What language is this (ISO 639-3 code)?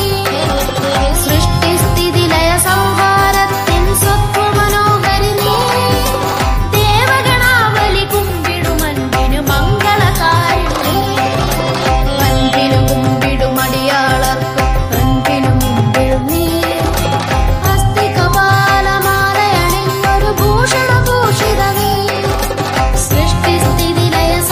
mal